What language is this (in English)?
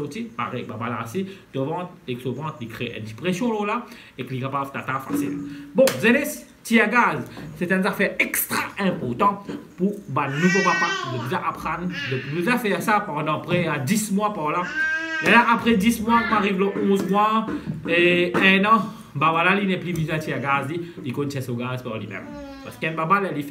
Morisyen